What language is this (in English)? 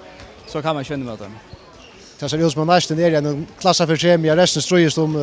Faroese